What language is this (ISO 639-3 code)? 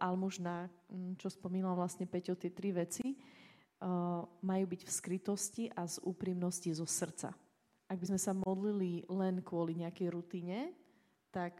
slk